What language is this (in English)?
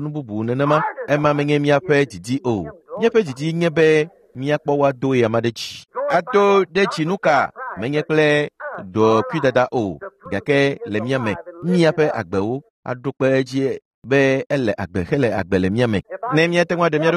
Ewe